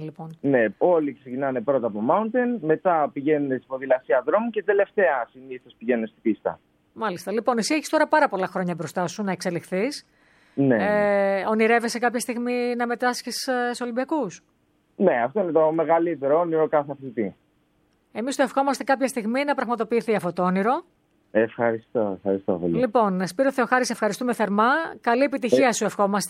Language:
Greek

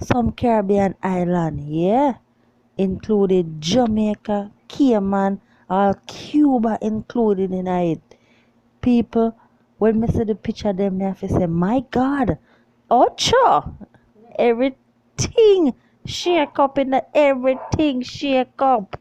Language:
Jamaican Creole English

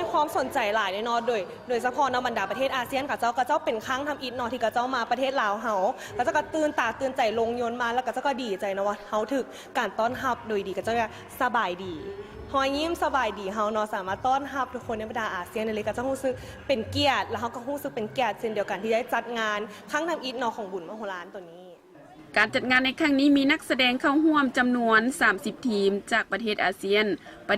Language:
Lao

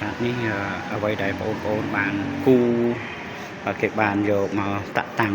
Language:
Khmer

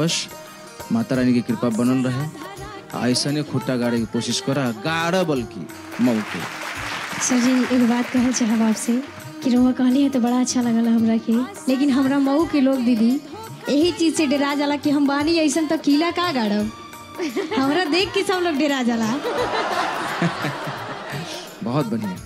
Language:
Bhojpuri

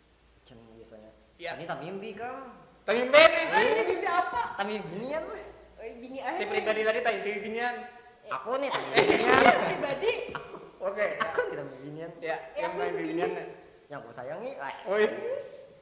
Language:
Banjar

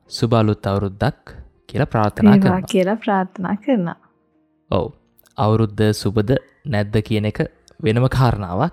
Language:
Sinhala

